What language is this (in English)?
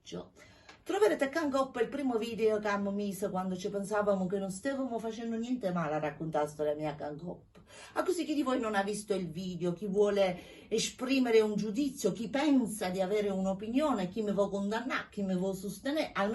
Neapolitan